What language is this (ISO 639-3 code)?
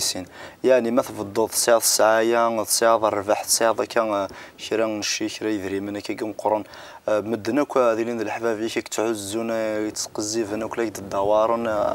kab